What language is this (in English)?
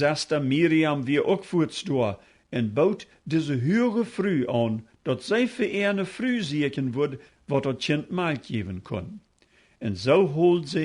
Plautdietsch